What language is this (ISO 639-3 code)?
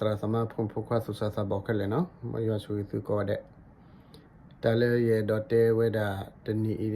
ksw